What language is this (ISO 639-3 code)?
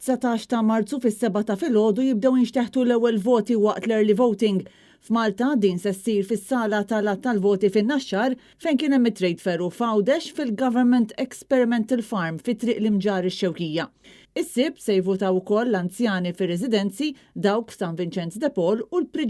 mlt